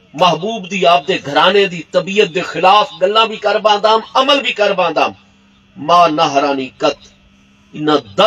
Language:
Saraiki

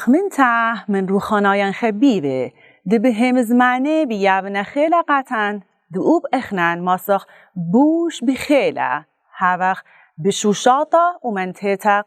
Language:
Assyrian Neo-Aramaic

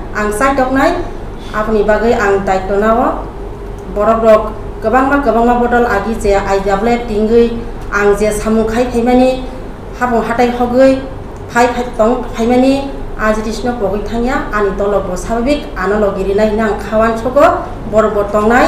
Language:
Kok Borok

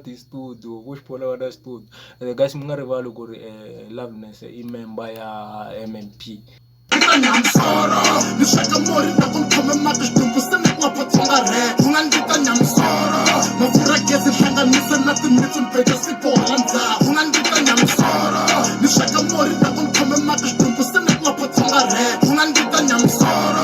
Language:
Tsonga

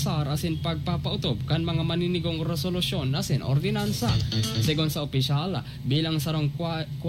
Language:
Bikol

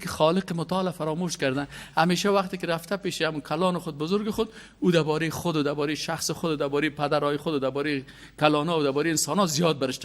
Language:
Persian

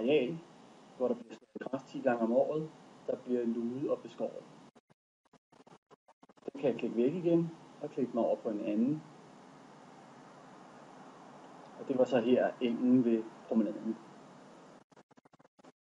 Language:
Danish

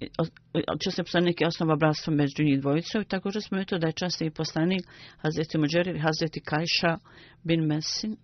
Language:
Bosnian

